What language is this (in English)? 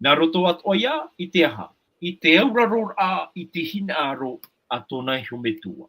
Tahitian